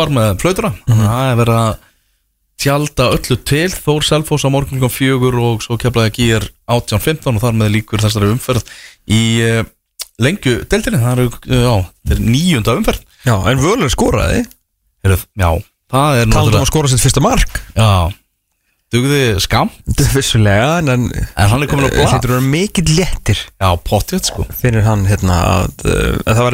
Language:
Icelandic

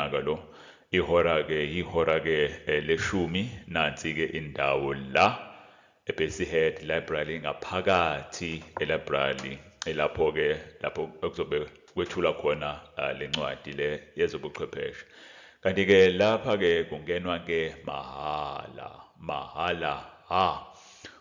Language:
Zulu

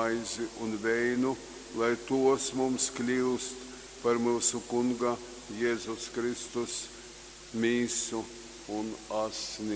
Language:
Latgalian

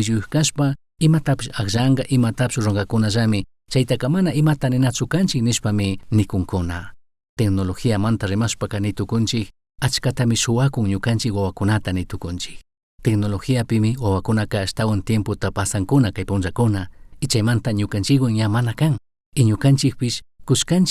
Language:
Chimborazo Highland Quichua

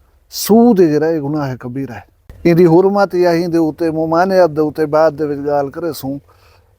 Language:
Saraiki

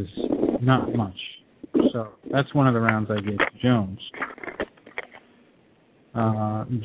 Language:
English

